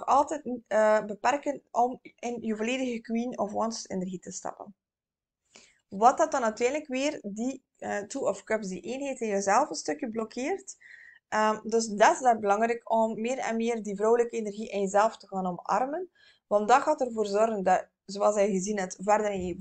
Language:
Dutch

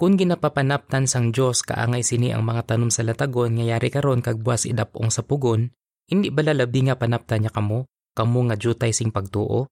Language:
Hiligaynon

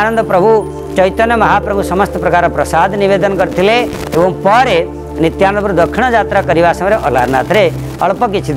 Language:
Odia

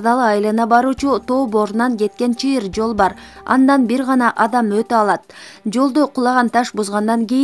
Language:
Kyrgyz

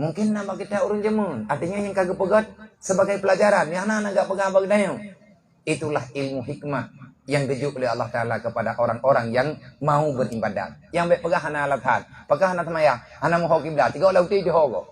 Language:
Achinese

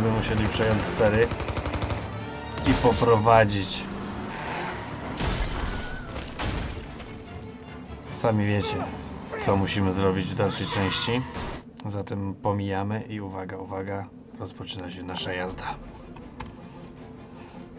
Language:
Polish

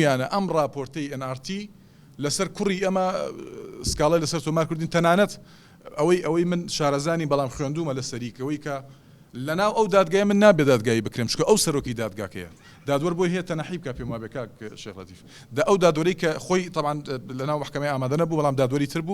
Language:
Central Kurdish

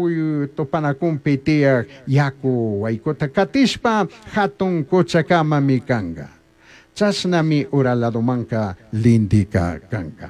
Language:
Chimborazo Highland Quichua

